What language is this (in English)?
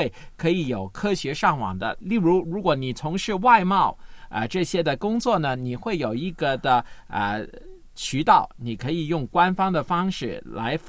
Chinese